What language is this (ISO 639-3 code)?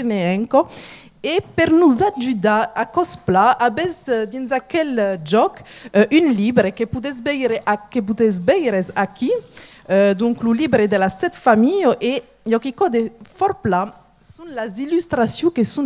oci